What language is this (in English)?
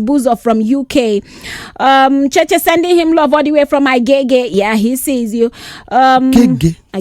Nigerian Pidgin